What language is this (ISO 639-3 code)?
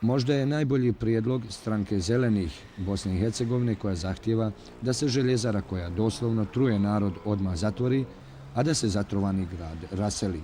bos